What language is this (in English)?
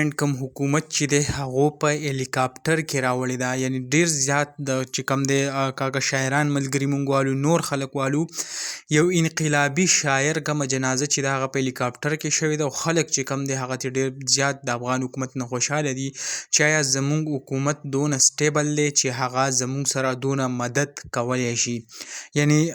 Pashto